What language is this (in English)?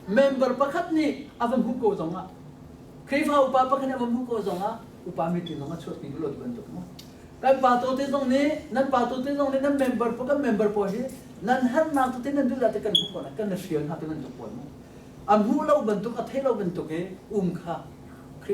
Hakha Chin